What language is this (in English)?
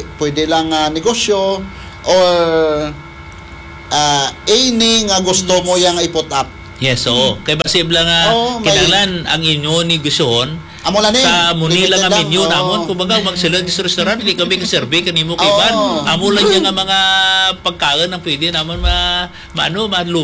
Hiligaynon